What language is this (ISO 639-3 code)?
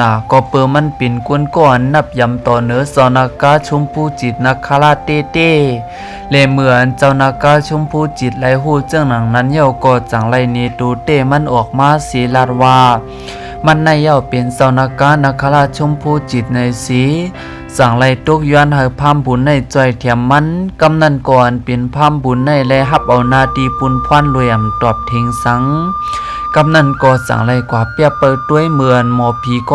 shn